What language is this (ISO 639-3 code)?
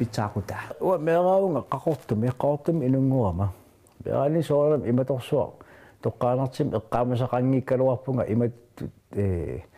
kal